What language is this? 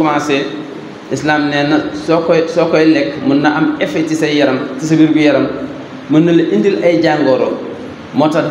Wolof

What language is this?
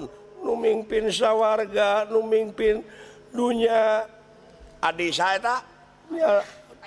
Sundanese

